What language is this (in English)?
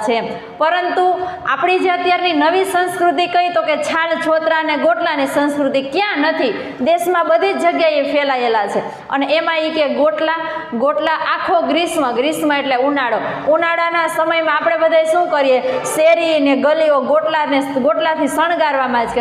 Gujarati